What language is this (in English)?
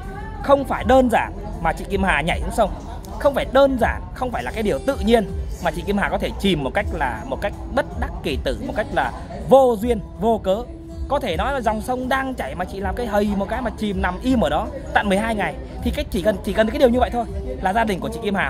Vietnamese